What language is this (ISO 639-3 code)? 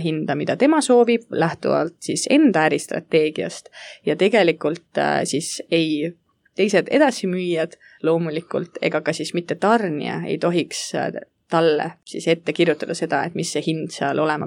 est